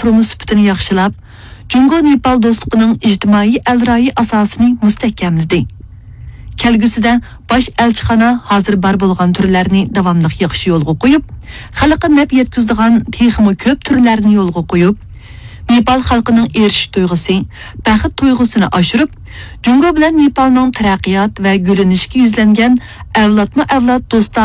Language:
Uyghur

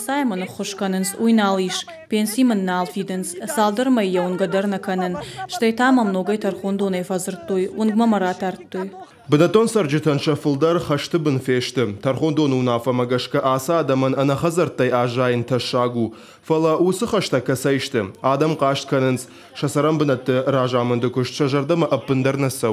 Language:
Ossetic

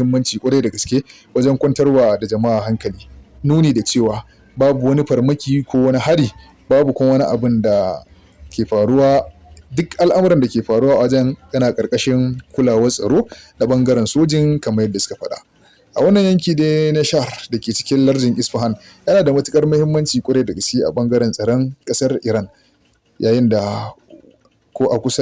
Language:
Hausa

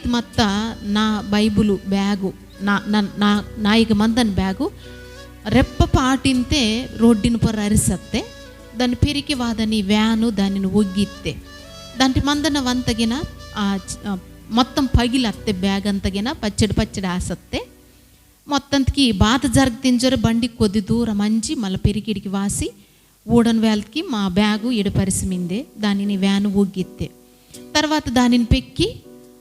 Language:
Koya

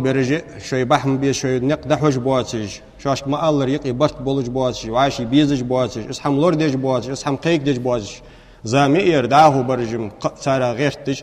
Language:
Ingush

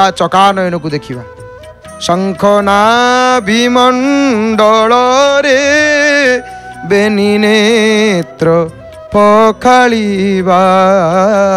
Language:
Odia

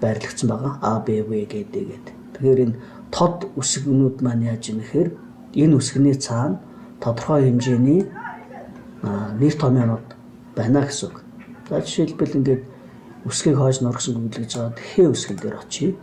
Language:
Mongolian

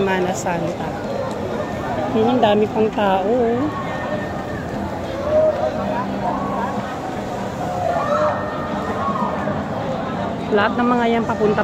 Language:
Filipino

